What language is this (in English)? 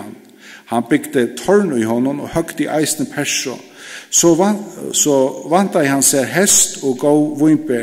Faroese